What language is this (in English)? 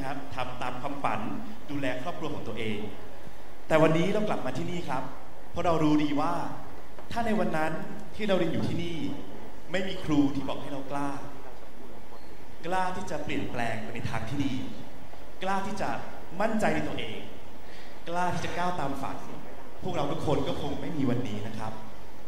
Thai